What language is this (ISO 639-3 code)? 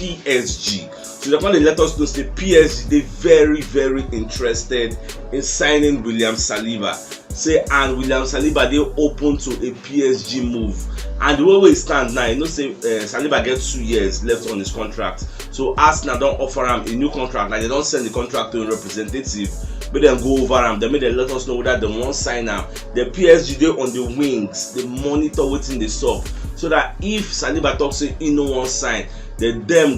pcm